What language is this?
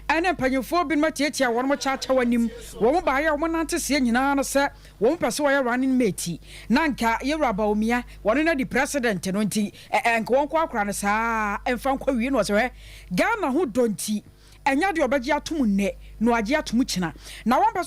Akan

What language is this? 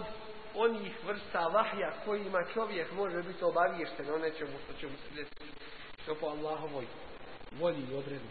Bosnian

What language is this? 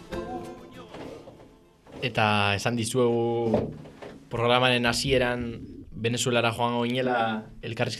Basque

